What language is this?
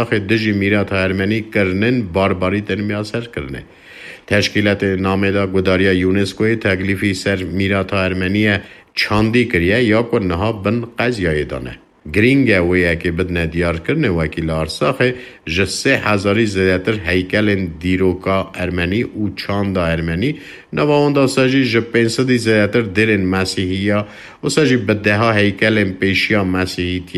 Kurdish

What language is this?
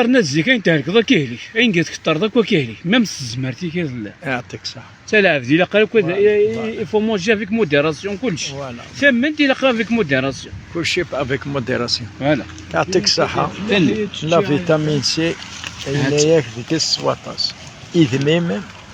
Kabyle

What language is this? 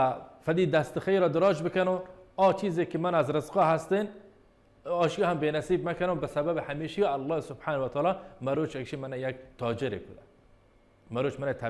Baluchi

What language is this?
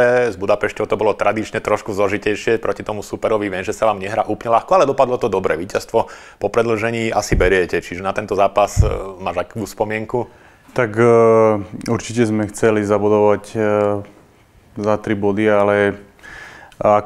Slovak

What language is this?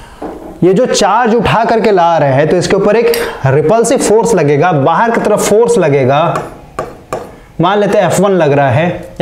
Hindi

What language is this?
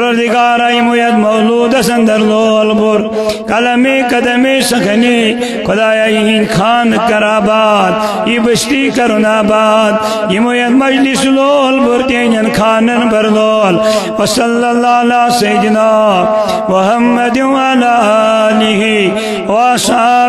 Kashmiri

